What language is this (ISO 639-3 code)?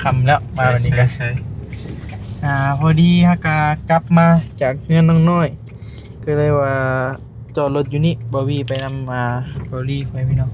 tts